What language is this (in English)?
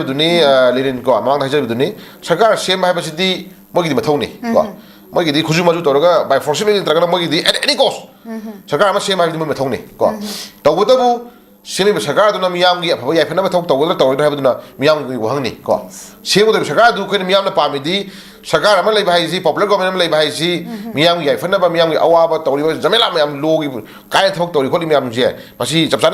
Manipuri